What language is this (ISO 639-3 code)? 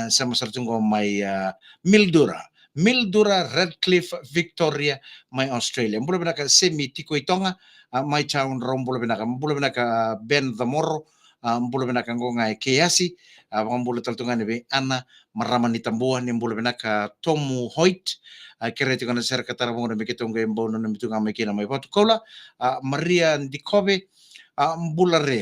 fij